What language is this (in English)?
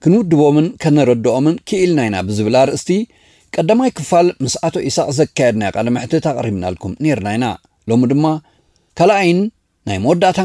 Tigrinya